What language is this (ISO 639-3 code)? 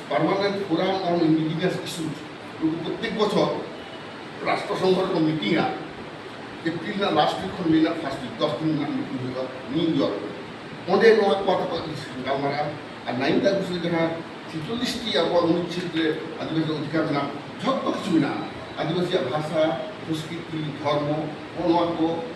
sat